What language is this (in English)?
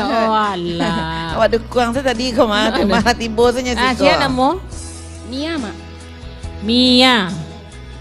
Minangkabau